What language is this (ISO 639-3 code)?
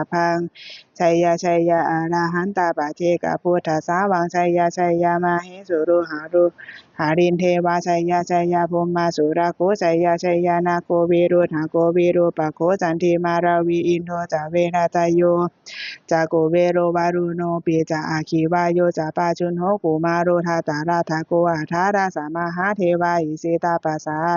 pli